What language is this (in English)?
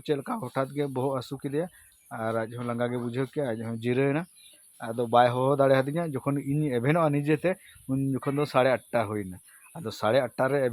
Santali